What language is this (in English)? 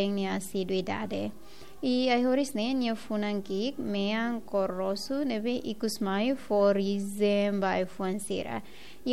Tetum